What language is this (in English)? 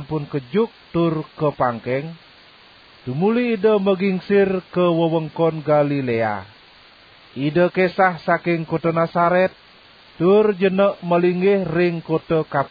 Balinese